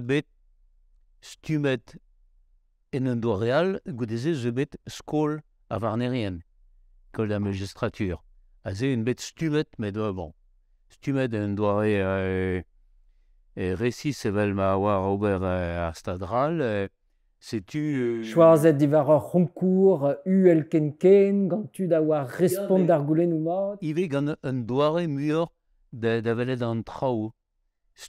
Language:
Breton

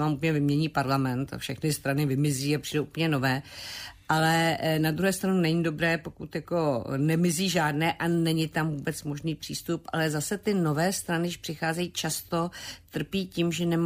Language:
Czech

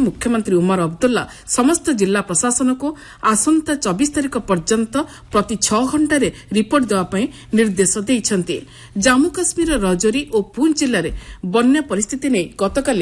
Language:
Odia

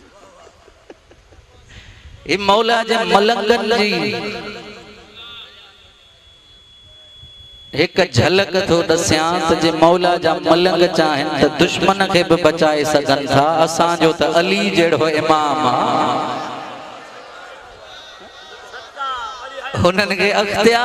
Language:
Sindhi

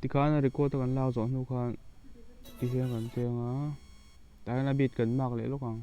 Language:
Mizo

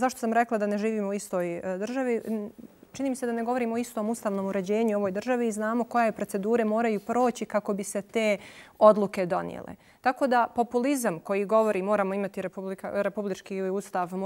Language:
Bosnian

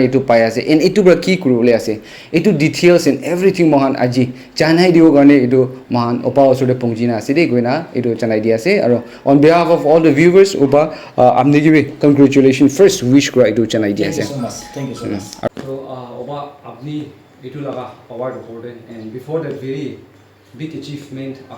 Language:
Naga Pidgin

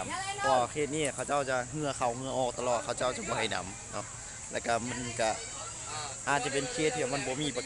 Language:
Lao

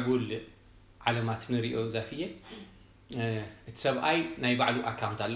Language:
Tigrinya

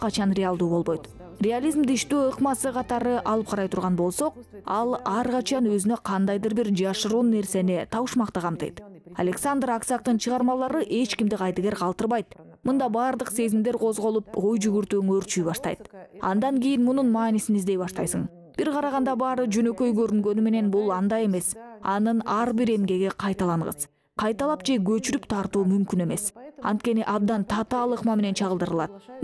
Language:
Kyrgyz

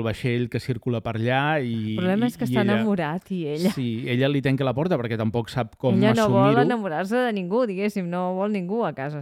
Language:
Catalan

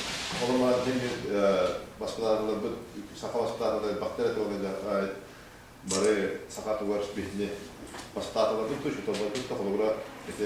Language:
Yakut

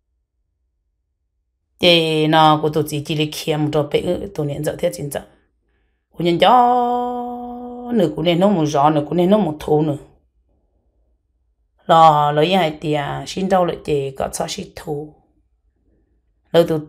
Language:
Vietnamese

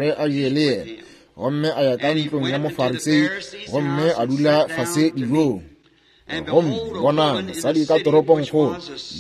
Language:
Northern Sotho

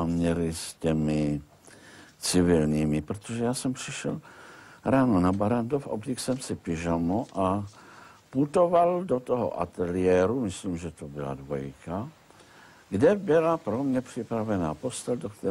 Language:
Czech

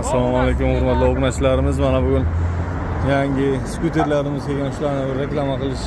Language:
Uzbek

